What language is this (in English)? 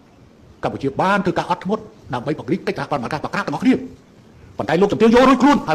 Khmer